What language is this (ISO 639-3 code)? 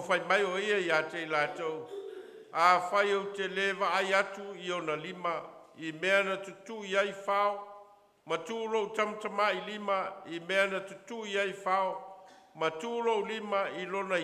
smo